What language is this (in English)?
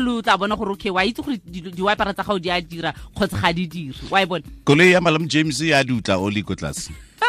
Tswana